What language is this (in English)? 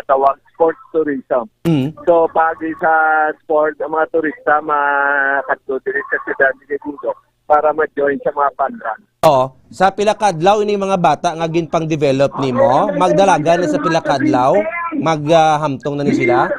Hiligaynon